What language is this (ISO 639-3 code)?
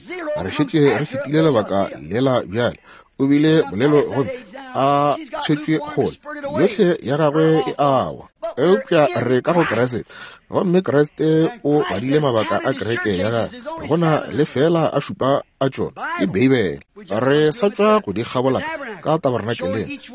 nso